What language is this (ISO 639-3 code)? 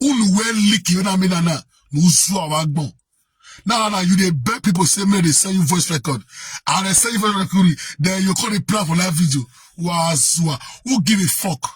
pcm